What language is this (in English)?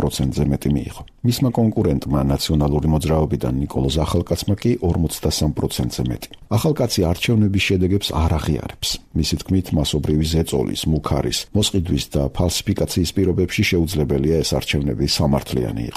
Georgian